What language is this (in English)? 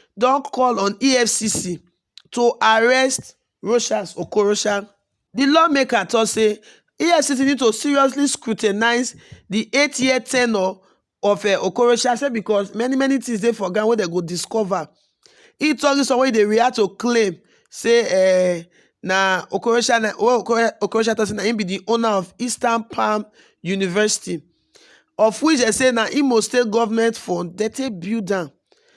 Nigerian Pidgin